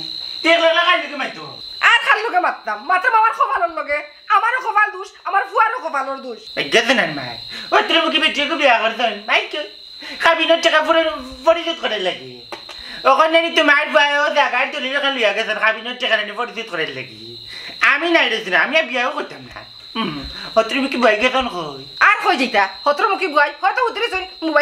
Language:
Sylheti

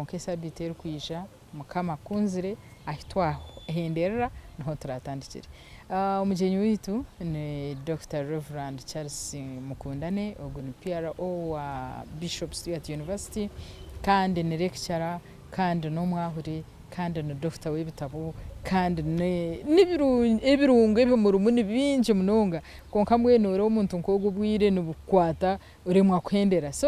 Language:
Nyankole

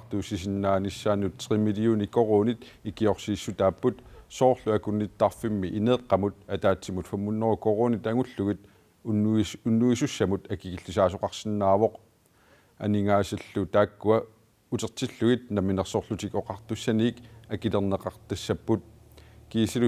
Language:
Kalaallisut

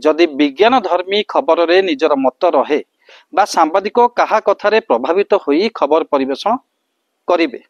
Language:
Odia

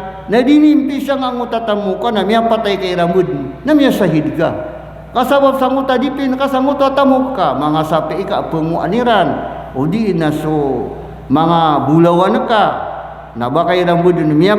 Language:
Maranao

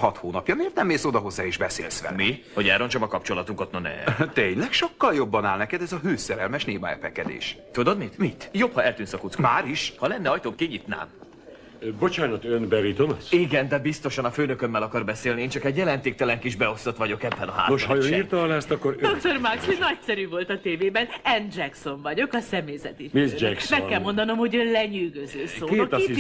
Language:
Hungarian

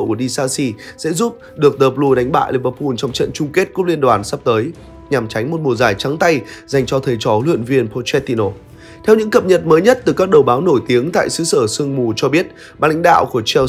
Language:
Vietnamese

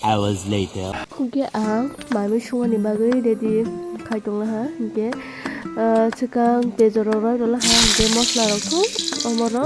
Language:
Kok Borok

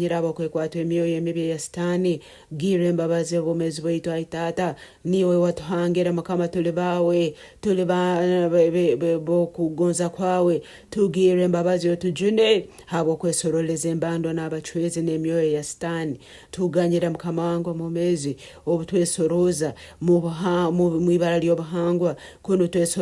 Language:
Nyoro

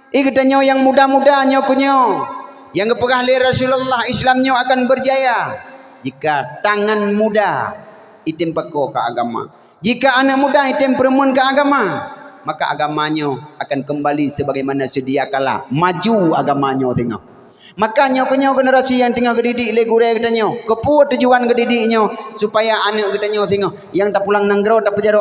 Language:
Achinese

